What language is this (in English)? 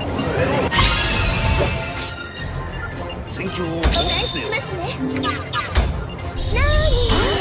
Japanese